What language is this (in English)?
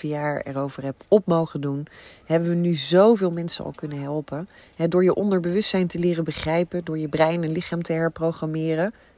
Dutch